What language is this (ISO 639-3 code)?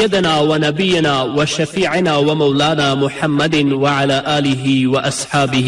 pus